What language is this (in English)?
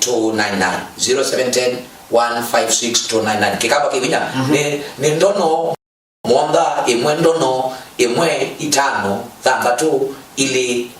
Kamba